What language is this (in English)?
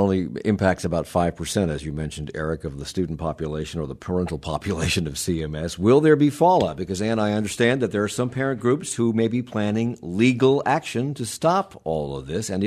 English